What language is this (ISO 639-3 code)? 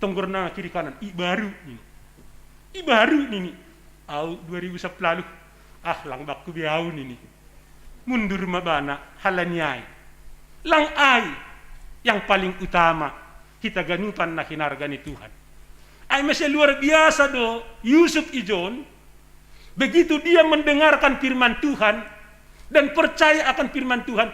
bts